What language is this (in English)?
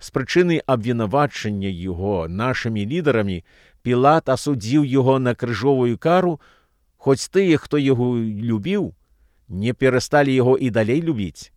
Belarusian